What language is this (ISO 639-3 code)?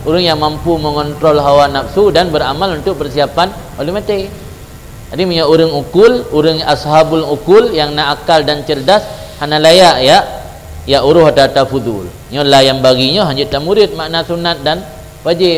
ace